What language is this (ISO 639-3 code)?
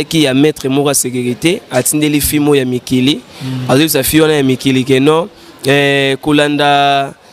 lin